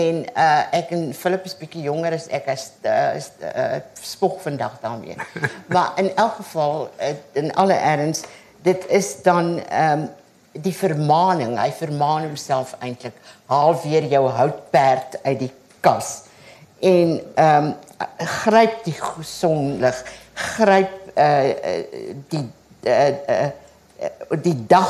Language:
Afrikaans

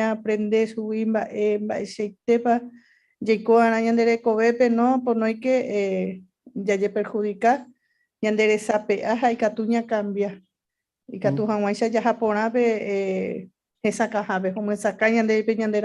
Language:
Guarani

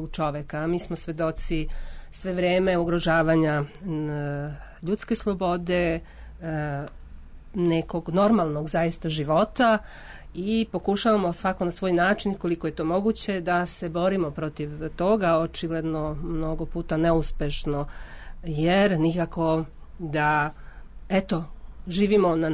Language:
Serbian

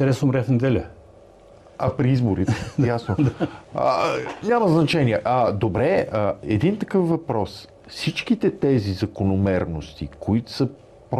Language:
Bulgarian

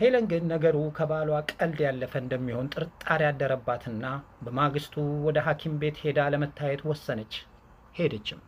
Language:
Amharic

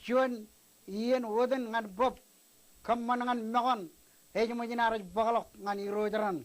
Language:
Marshallese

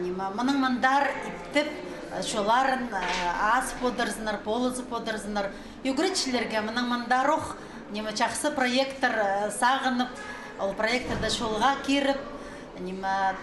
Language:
Khakas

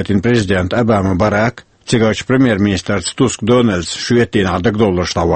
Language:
Chechen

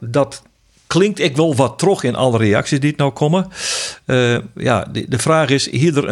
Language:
Western Frisian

